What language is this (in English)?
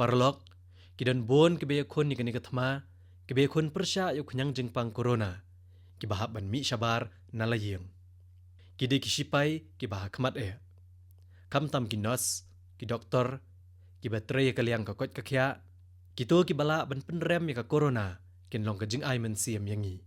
Khasi